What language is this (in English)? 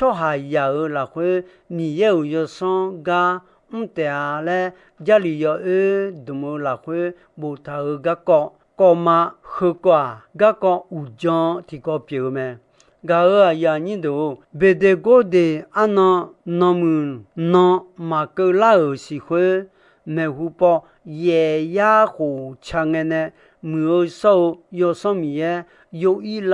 Akha